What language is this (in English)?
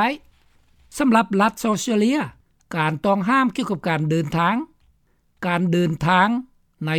Lao